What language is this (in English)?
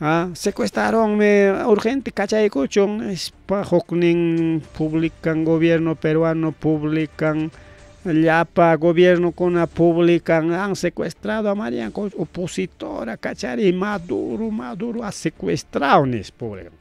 Ayacucho Quechua